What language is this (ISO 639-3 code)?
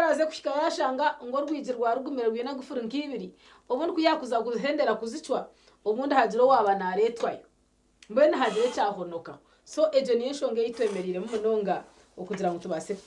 nyn